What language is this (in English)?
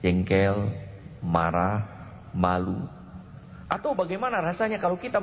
Indonesian